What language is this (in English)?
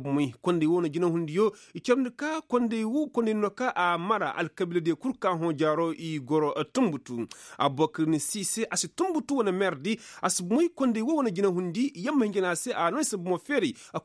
Koyraboro Senni